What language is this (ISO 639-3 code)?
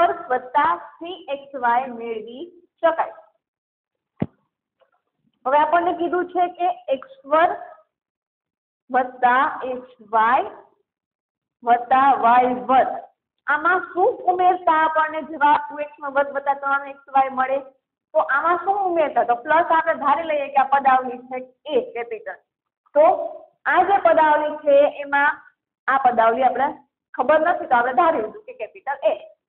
guj